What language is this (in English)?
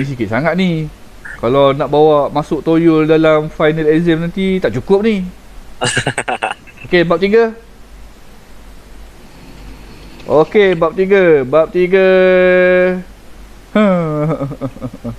Malay